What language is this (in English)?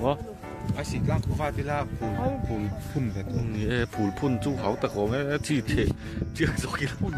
Mizo